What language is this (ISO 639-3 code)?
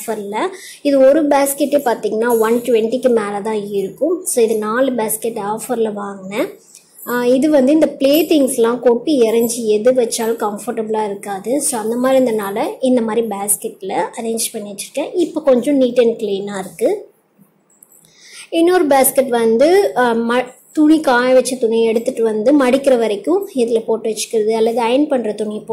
tam